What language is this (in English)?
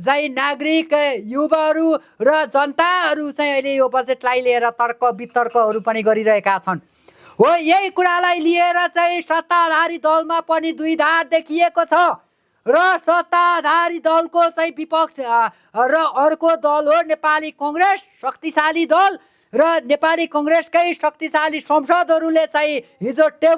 Nepali